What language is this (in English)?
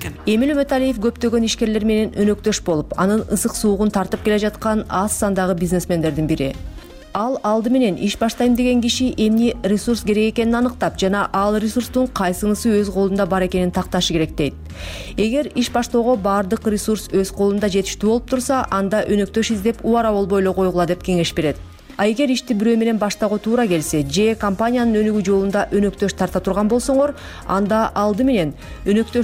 Kyrgyz